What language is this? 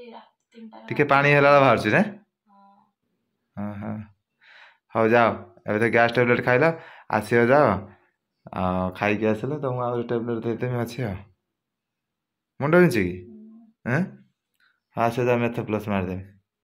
Odia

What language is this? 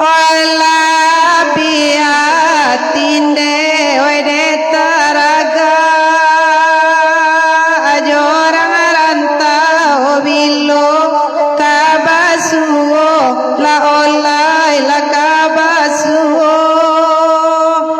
Minangkabau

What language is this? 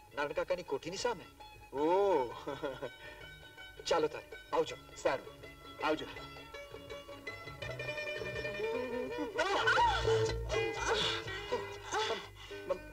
Gujarati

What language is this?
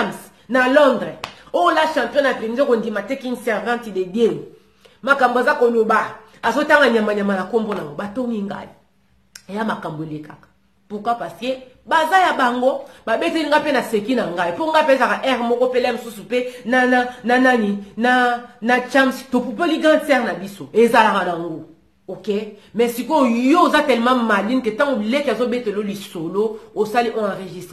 Lingala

